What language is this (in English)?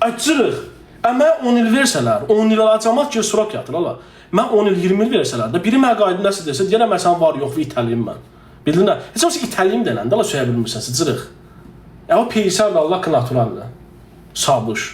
Azerbaijani